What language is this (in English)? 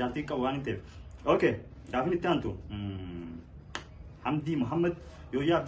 Oromo